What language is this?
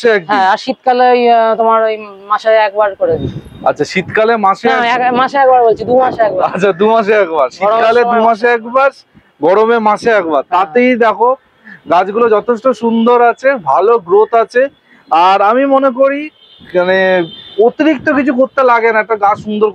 Bangla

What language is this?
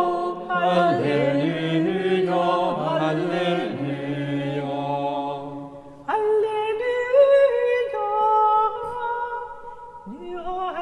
Swedish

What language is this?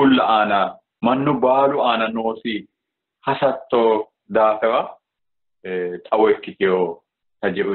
Sidamo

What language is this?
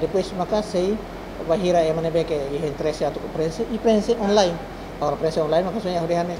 Tetum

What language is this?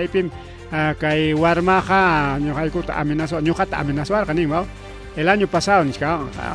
Ayacucho Quechua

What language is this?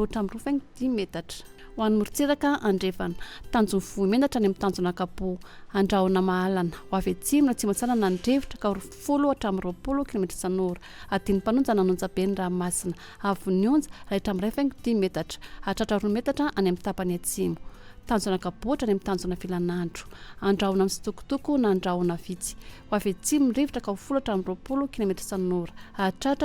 Malagasy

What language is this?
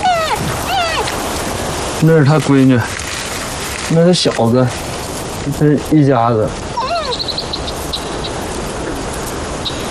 Chinese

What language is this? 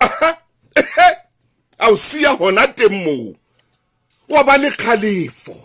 Southern Sotho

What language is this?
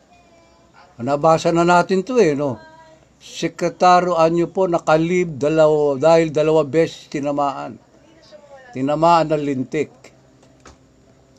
Filipino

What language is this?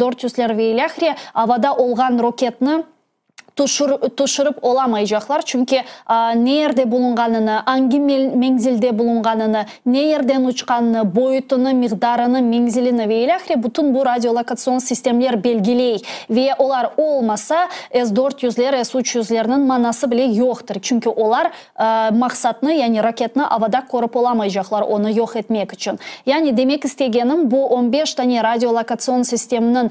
Crimean Tatar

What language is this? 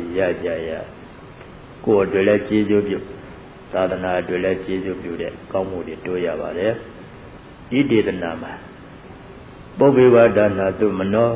Burmese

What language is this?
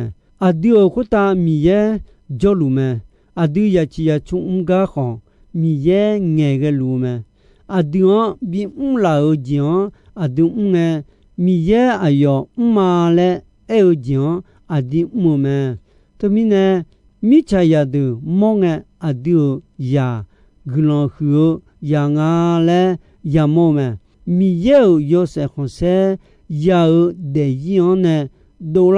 Akha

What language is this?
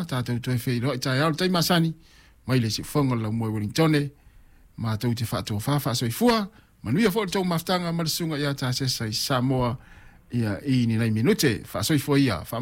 Samoan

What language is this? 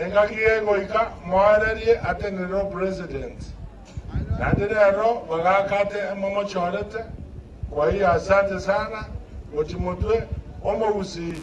Gusii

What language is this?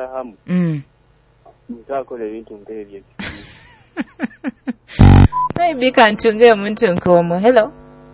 Nyoro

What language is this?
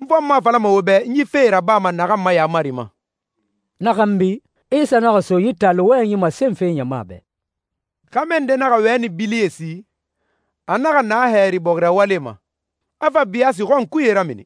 Susu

